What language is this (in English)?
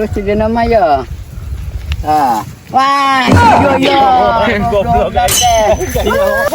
Sundanese